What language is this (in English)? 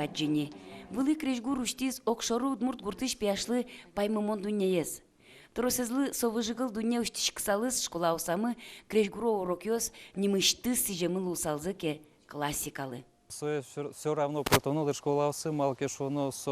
Udmurt